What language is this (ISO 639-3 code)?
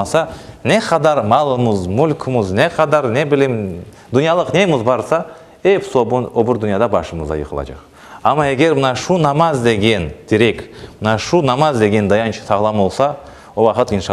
crh